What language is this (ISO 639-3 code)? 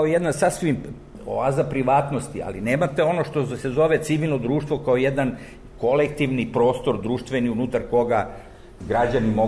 srp